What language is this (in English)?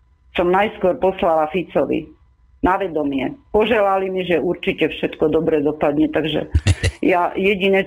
Slovak